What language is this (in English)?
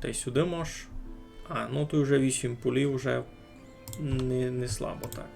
Rusyn